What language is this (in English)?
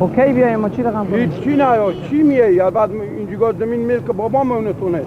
Persian